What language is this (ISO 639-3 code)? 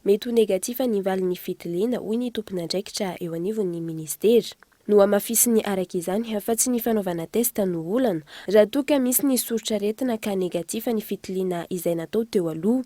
mlg